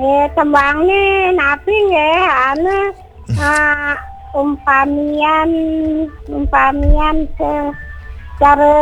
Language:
Balinese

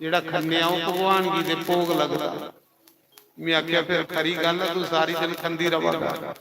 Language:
Dogri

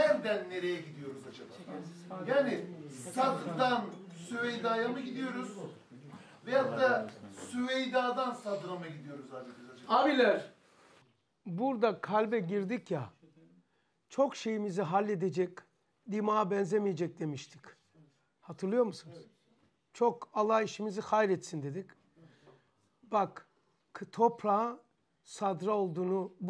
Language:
Turkish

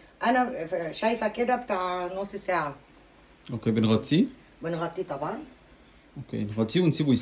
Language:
Egyptian Arabic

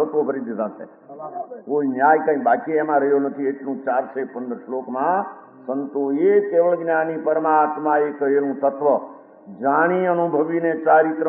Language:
Gujarati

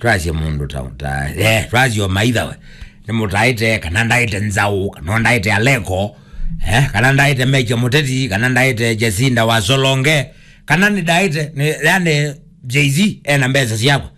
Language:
Kamba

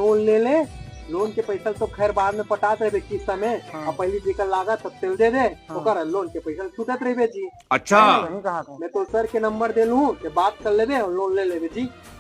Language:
Chhattisgarhi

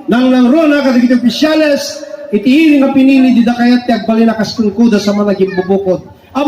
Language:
Iloko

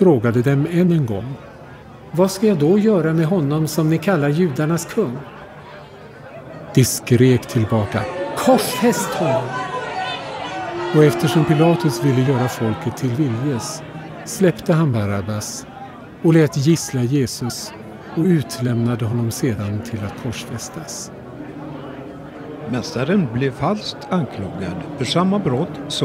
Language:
Swedish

